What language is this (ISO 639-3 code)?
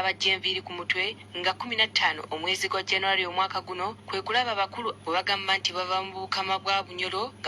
lug